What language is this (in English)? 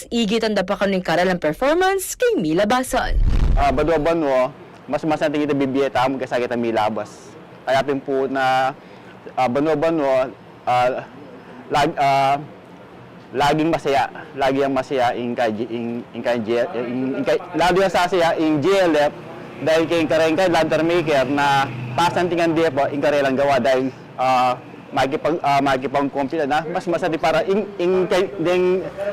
Pampanga